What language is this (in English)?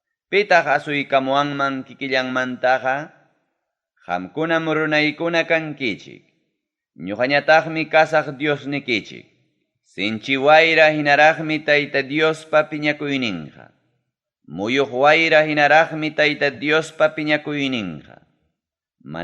Ayacucho Quechua